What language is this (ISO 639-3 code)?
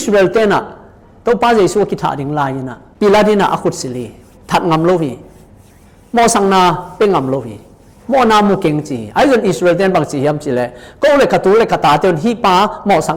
ctd